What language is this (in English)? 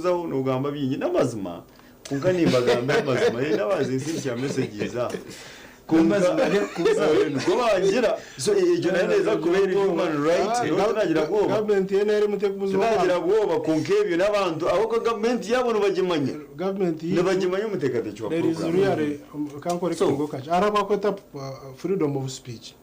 Nyankole